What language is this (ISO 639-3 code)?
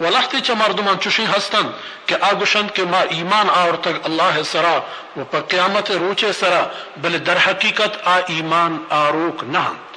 bal